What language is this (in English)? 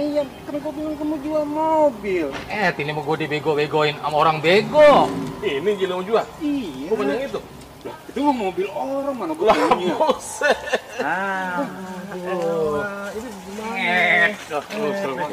Betawi